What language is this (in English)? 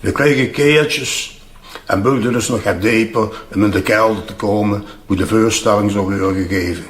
Limburgish